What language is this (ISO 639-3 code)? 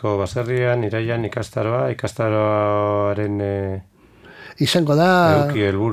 eus